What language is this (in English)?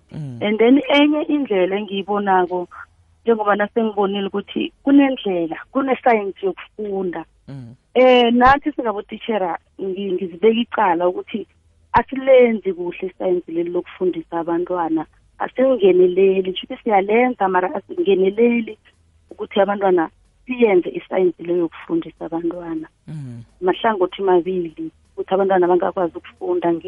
South Ndebele